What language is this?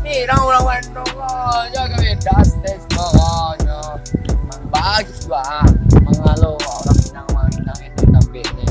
Minangkabau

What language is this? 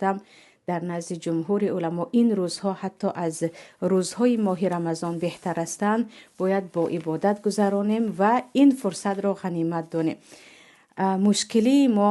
Tajik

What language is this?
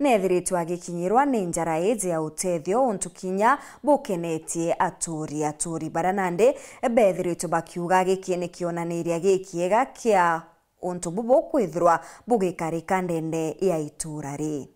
Meru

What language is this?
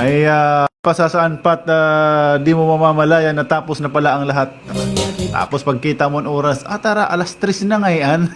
Waray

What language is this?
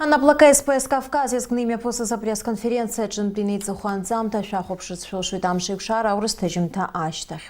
Abkhazian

